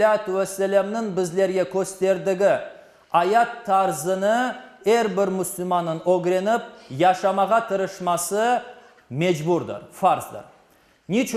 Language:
Crimean Tatar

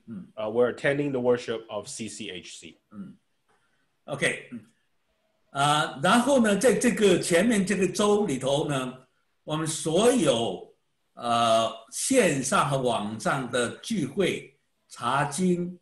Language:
Chinese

